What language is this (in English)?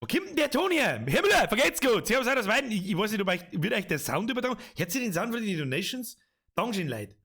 Bavarian